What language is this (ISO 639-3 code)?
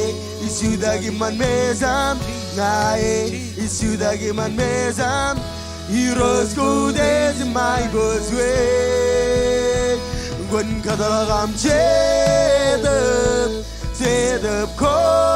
mah